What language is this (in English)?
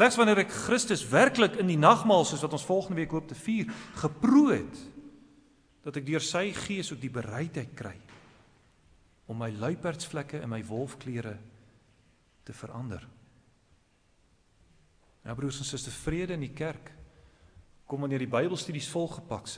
Afrikaans